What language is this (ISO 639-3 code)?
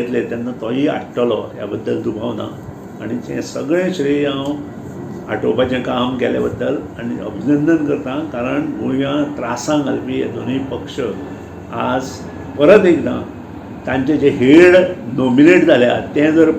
kok